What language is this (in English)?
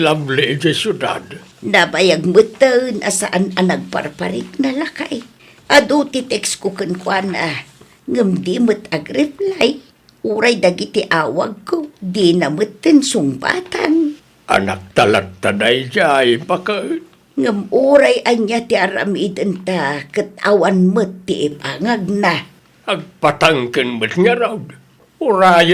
Iloko